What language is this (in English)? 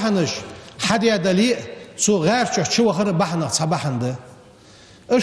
Ingush